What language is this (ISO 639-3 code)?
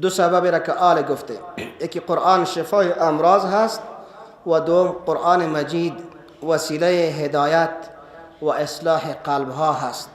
fas